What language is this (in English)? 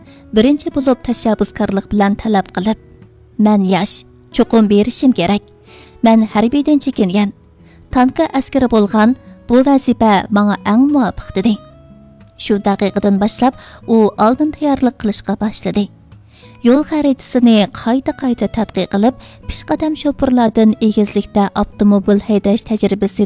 Uyghur